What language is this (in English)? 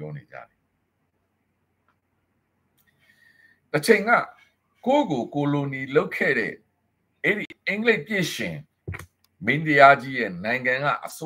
Burmese